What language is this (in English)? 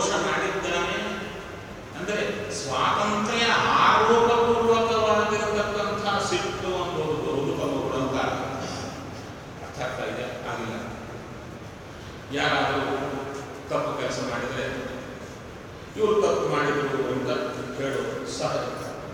Kannada